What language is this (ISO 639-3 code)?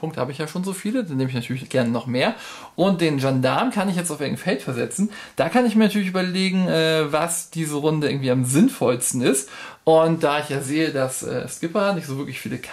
deu